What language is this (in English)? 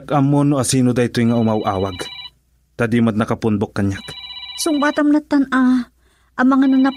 Iloko